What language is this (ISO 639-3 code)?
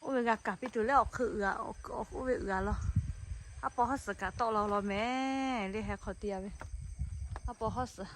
lhu